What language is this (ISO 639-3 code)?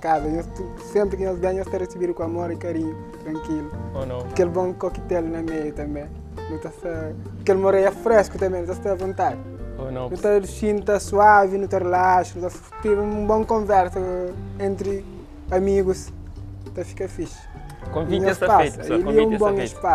kea